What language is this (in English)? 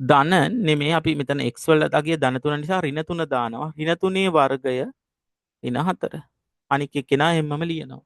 Sinhala